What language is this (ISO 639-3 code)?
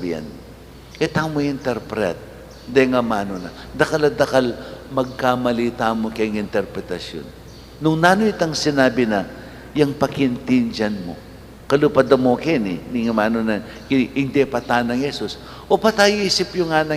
pam